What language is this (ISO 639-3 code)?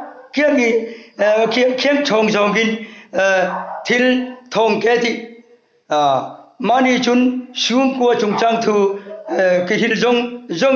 hmr